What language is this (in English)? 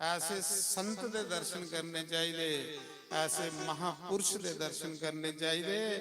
Dogri